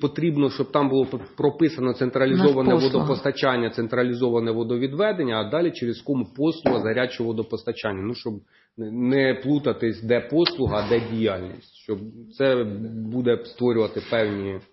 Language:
Ukrainian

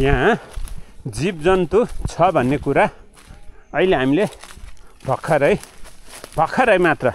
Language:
Nepali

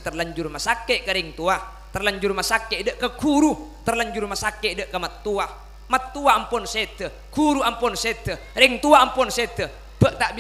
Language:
Madurese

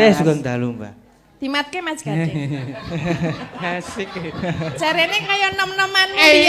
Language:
Javanese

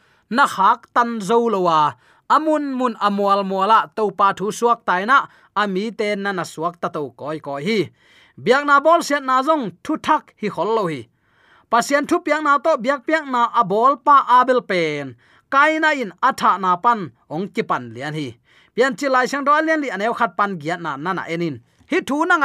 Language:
Tedim Chin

